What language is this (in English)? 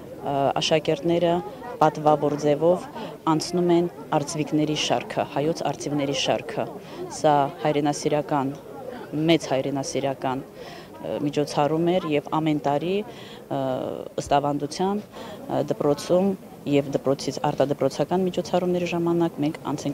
Armenian